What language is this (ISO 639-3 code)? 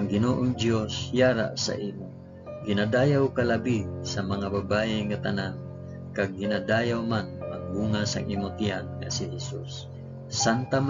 hil